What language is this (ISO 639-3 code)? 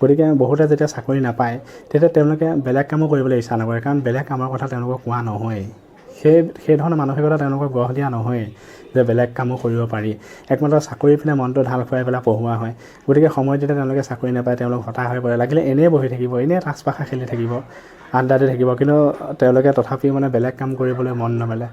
asm